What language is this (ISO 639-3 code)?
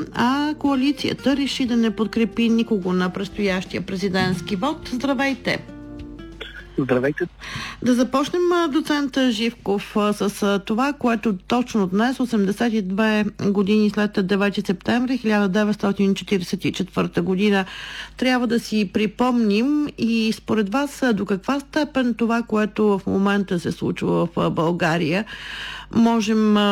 bul